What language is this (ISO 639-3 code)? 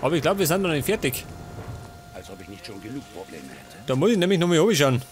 bar